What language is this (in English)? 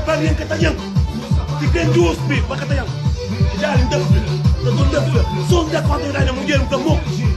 Kabuverdianu